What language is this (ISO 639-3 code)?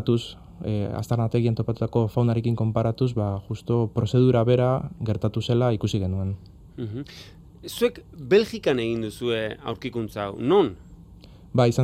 eus